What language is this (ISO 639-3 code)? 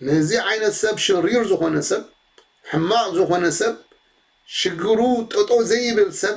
tir